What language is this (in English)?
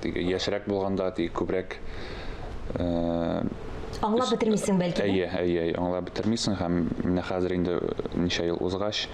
Tatar